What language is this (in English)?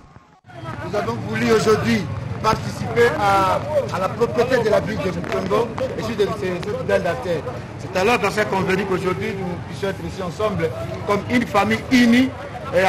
French